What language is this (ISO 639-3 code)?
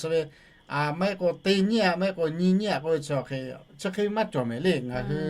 lhu